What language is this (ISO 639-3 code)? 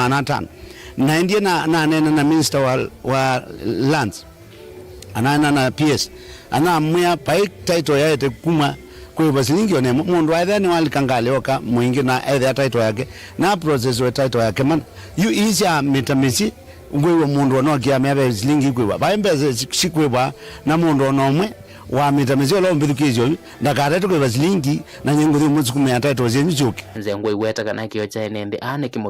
kam